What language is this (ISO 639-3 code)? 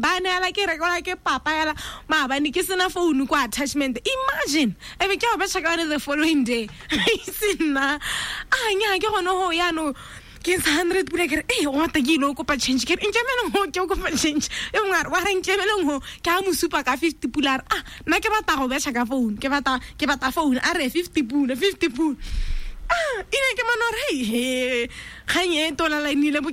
tsn